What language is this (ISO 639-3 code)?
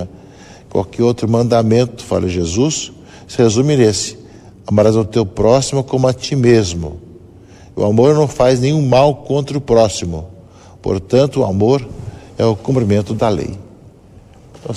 por